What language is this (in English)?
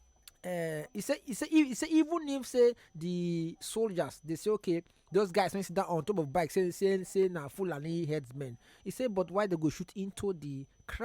Nigerian Pidgin